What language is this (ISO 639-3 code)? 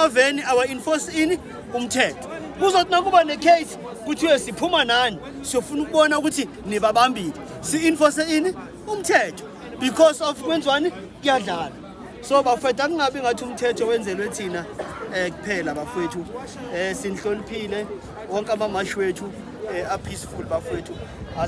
zul